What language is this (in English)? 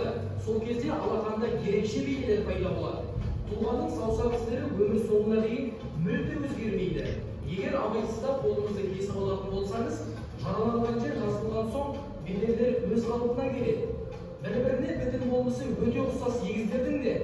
Kazakh